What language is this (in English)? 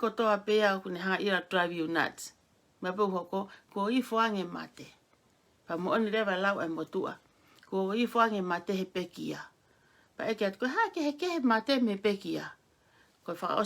Tongan